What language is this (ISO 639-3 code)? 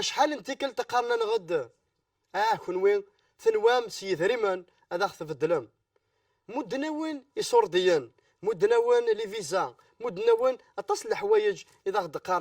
kab